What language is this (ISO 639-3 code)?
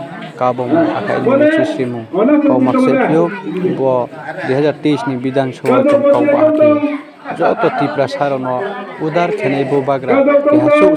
ria